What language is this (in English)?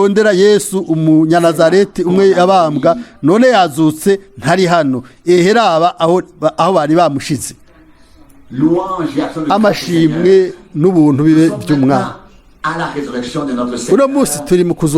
Rundi